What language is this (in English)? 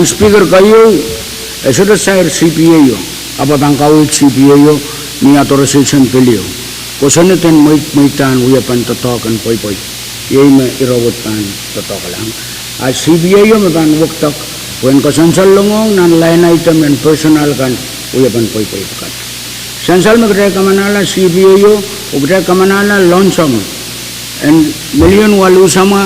Pohnpeian